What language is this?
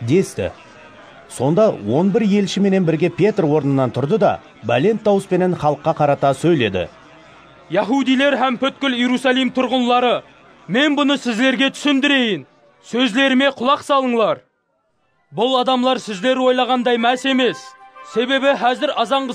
Kara-Kalpak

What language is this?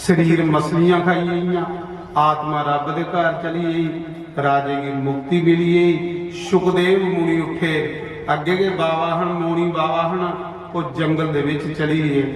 Dogri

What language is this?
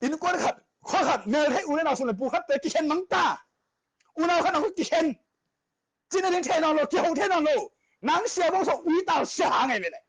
Tedim Chin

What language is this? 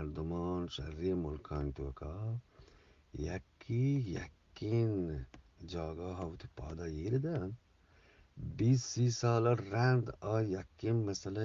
Eastern Balochi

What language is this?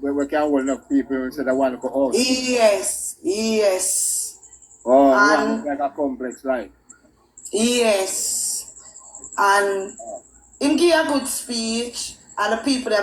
Jamaican Creole English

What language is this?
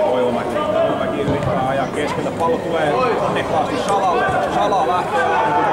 Finnish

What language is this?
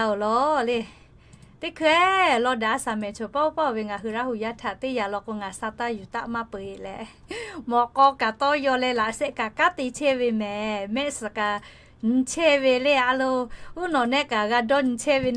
Lahu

